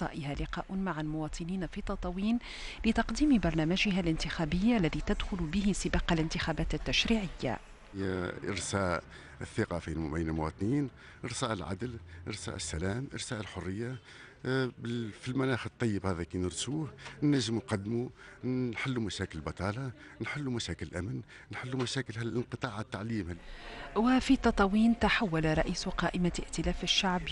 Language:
Tunisian Arabic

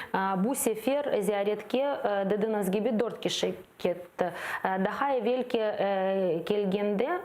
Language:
Crimean Tatar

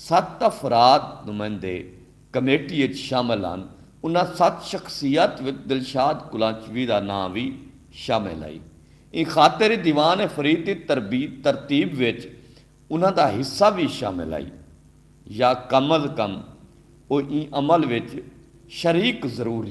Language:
Saraiki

